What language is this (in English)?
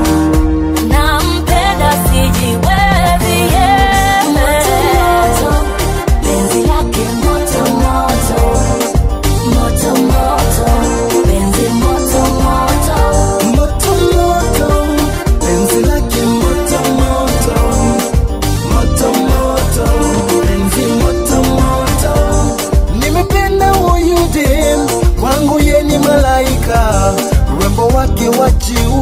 Swahili